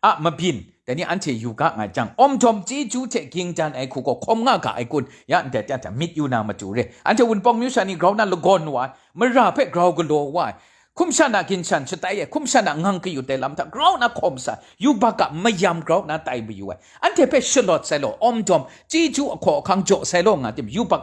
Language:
Kachin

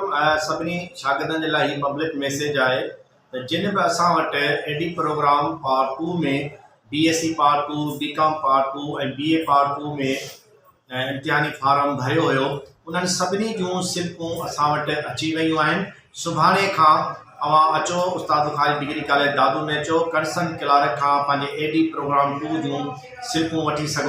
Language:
Sindhi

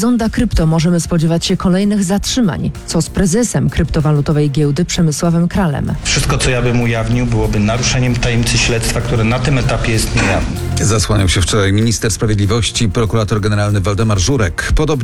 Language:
Polish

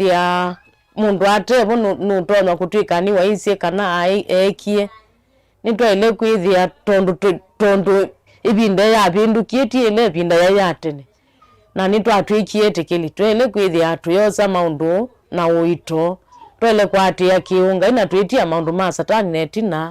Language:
Kamba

